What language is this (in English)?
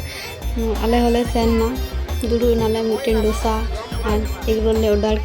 Santali